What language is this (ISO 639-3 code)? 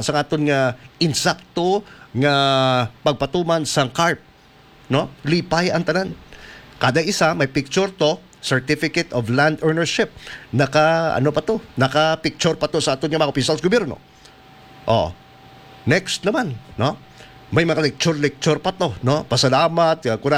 hil